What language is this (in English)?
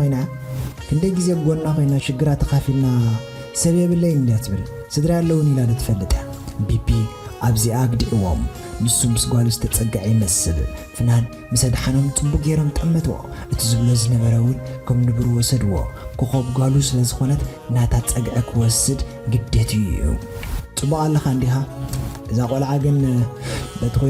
Tigrinya